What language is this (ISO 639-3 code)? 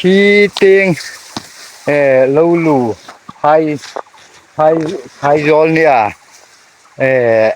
hmr